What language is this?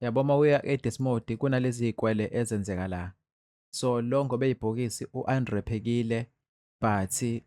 Zulu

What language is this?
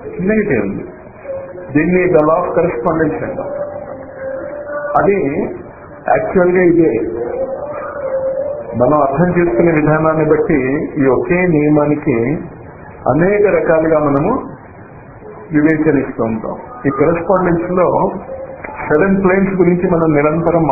Telugu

